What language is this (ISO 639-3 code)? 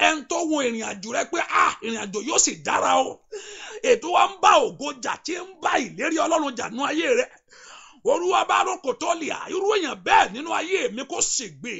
yor